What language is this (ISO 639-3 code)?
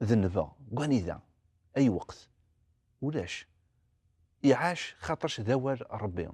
kab